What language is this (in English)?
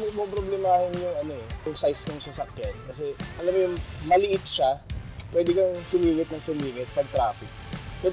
Filipino